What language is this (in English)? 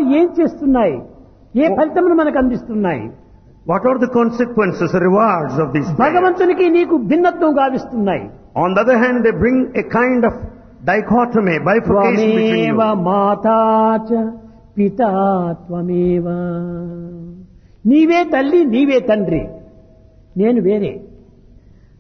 Telugu